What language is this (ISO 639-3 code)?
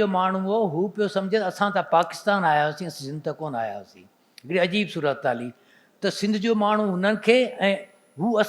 snd